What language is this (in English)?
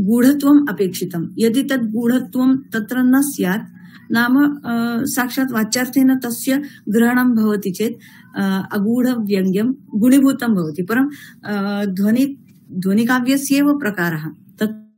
Sanskrit